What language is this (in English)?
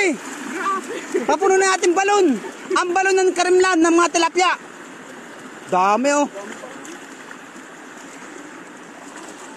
Filipino